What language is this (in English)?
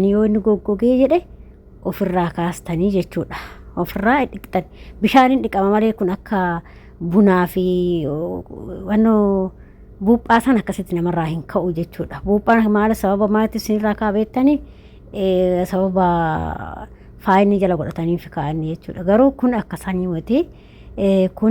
Oromo